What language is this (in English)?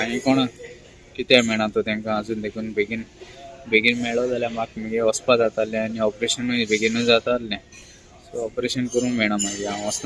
Konkani